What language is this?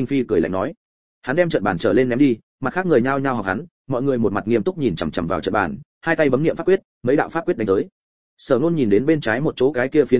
Vietnamese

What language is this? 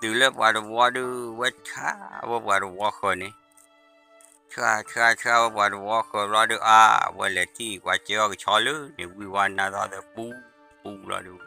S'gaw Karen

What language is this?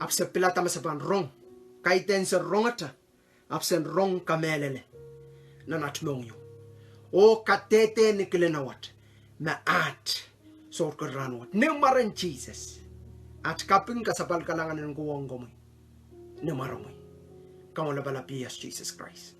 Pohnpeian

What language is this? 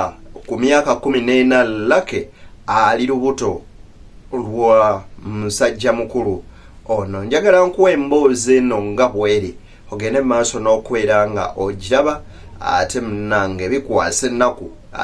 Ganda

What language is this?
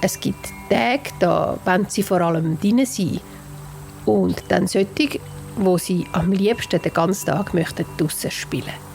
Swiss German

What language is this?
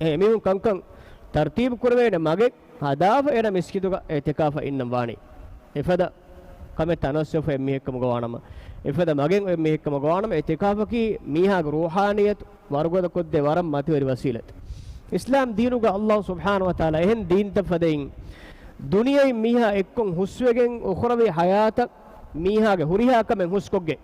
Divehi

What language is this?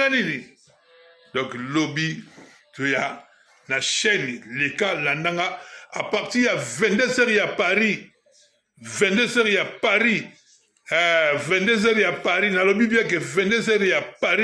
Lingala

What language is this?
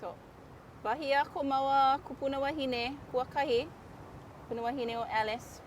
Hawaiian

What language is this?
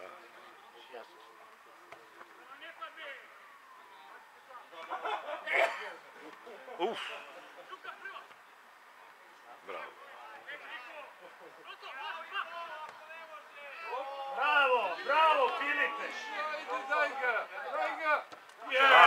Serbian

